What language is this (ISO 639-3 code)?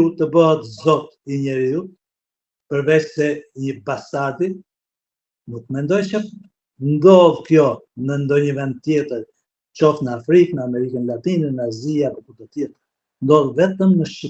sqi